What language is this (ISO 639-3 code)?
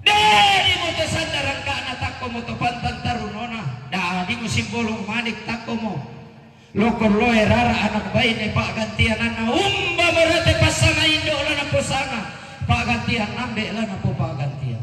sda